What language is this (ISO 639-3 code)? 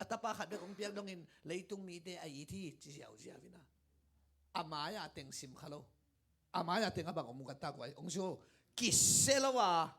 ctd